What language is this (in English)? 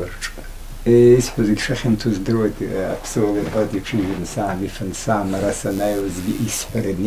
Abkhazian